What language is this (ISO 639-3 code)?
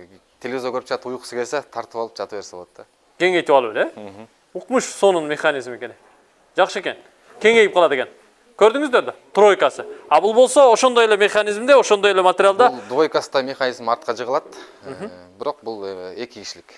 kir